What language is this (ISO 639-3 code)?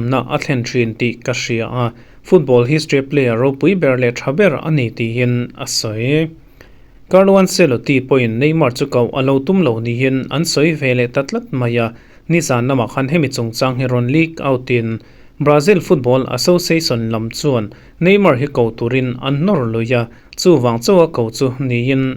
lus